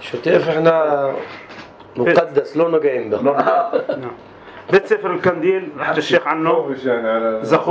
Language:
North Levantine Arabic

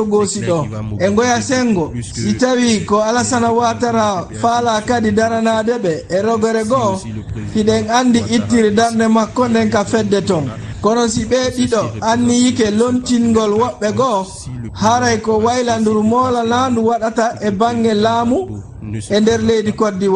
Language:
Fula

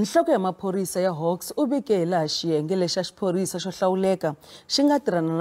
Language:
Tsonga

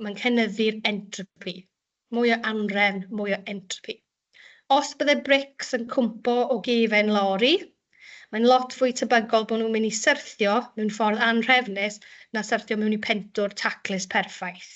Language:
Welsh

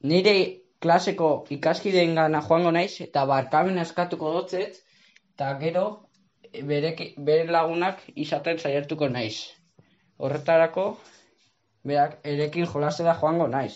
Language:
Basque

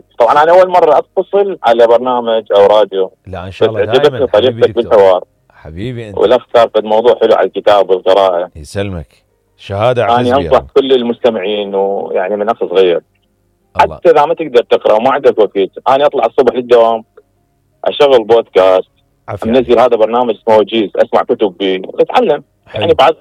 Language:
Mesopotamian Arabic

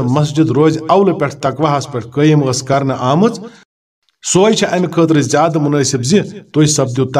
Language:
Kashmiri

